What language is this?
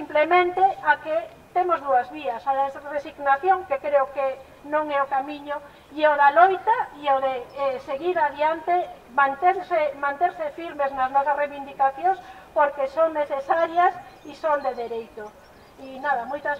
Galician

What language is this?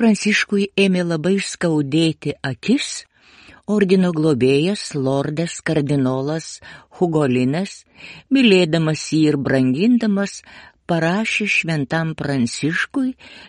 Lithuanian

